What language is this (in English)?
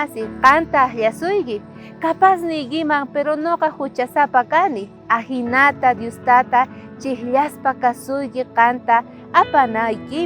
South Bolivian Quechua